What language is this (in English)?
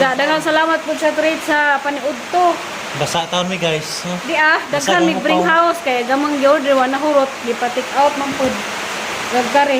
Cebuano